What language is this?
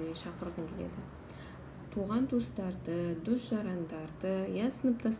Kazakh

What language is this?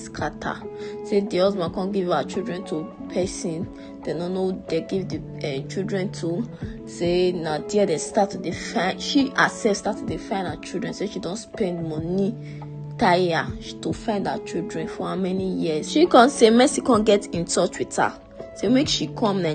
Nigerian Pidgin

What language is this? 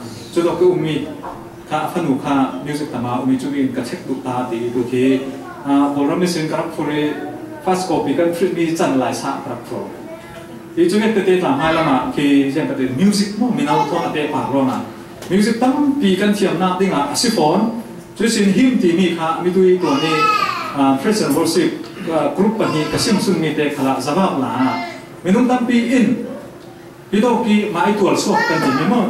Falam Chin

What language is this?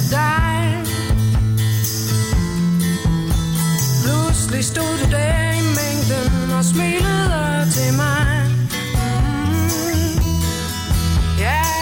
Danish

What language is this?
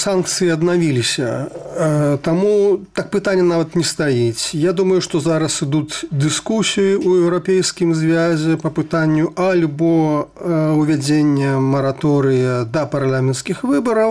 Belarusian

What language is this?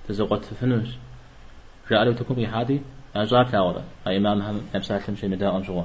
Kabardian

